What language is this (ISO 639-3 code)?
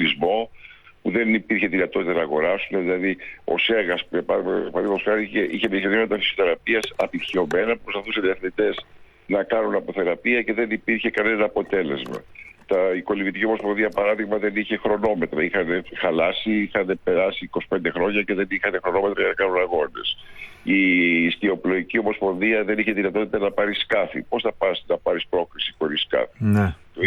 ell